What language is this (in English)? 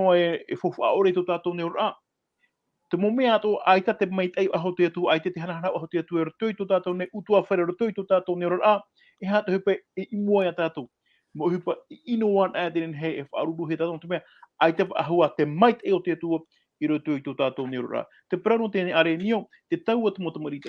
Tahitian